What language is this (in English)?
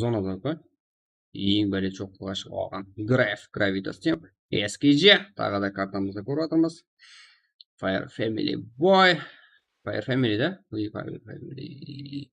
Kara-Kalpak